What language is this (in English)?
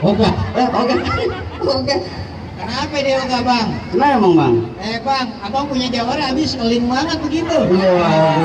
Betawi